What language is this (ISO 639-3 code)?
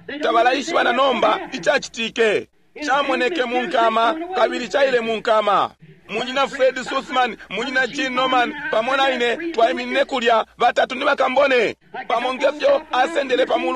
bem